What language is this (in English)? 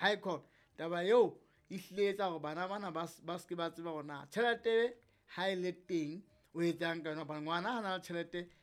Southern Sotho